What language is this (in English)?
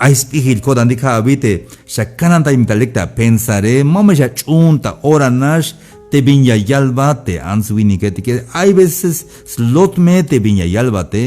Tzeltal